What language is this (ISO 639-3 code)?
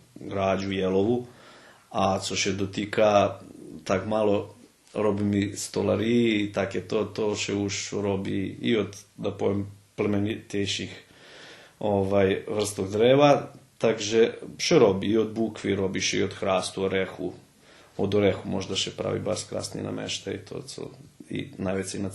rue